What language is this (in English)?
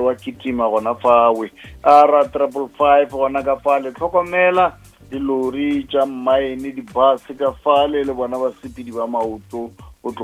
Northern Sotho